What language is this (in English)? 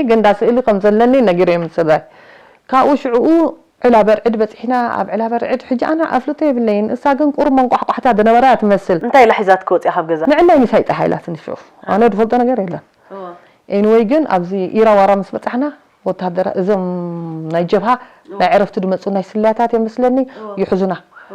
Tigrinya